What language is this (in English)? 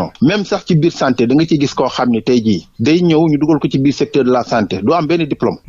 Wolof